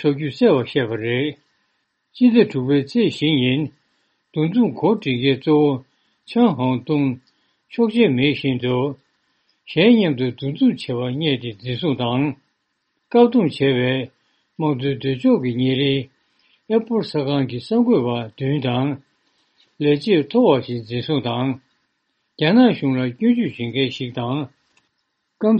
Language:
Tibetan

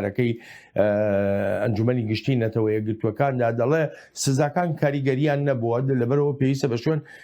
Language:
Central Kurdish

